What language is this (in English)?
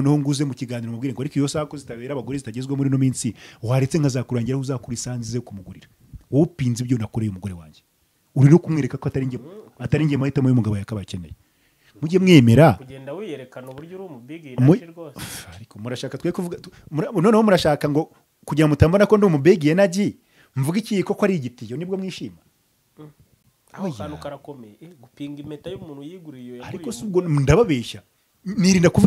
Kinyarwanda